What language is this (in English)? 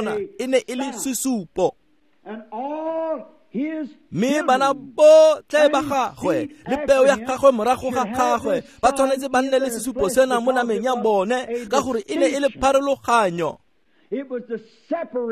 Tswana